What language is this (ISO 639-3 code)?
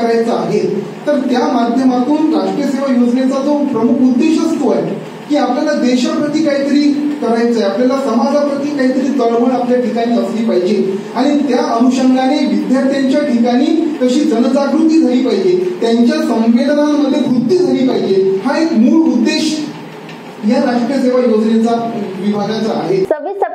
mar